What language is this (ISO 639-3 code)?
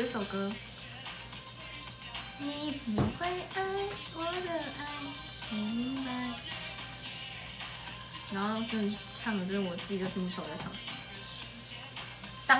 zho